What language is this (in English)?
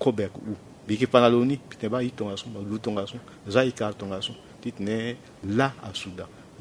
Sango